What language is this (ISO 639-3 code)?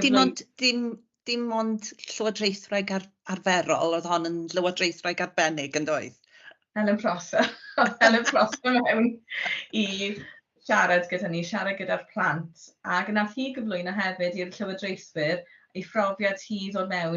cym